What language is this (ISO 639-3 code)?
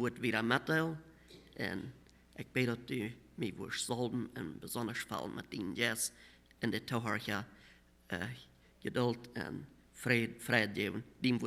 pdt